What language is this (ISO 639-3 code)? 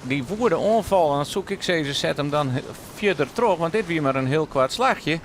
fry